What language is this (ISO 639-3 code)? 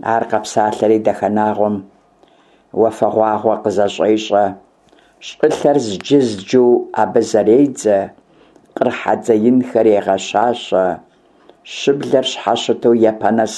kbd